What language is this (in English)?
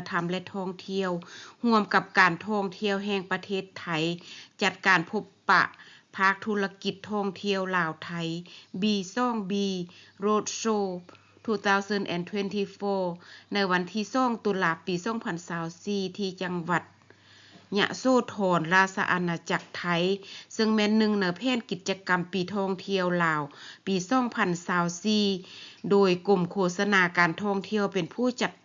Lao